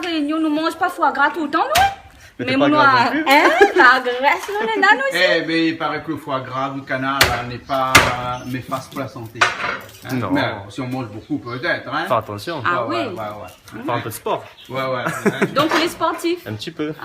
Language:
Réunion Creole French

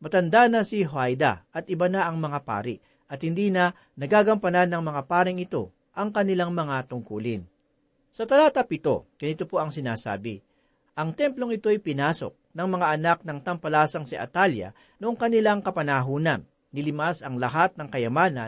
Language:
Filipino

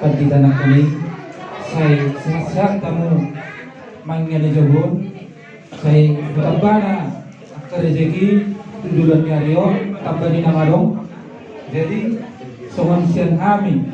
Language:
Batak Toba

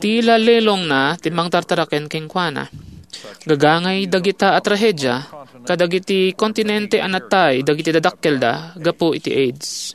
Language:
Iloko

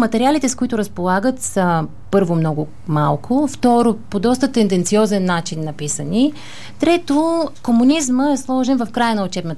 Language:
Bulgarian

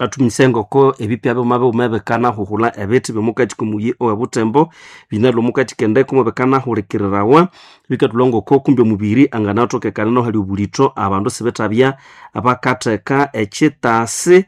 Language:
Nande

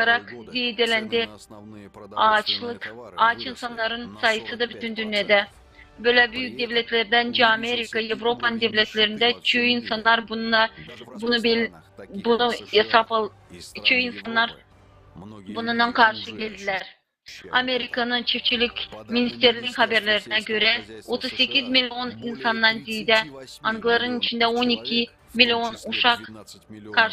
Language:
Gagauz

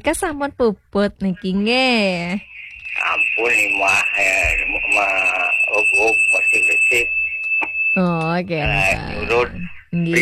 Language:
Balinese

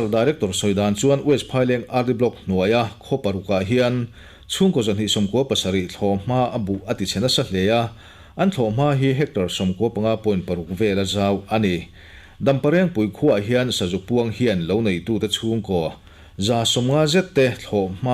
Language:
Mizo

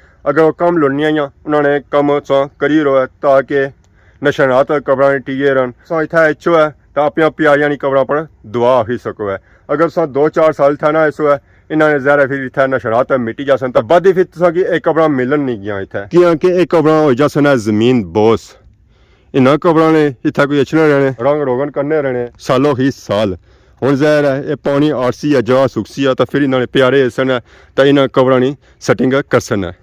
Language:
Pahari-Potwari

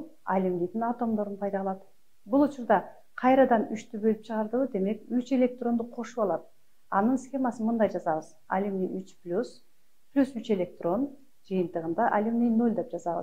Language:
Kyrgyz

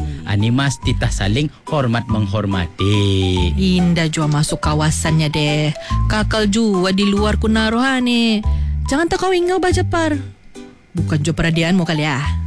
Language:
Malay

